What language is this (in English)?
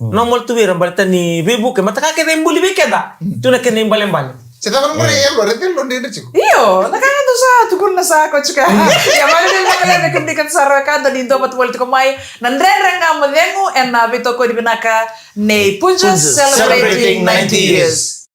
Fijian